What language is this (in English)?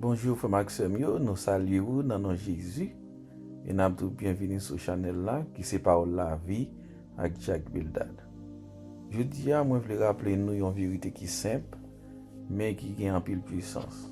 Haitian Creole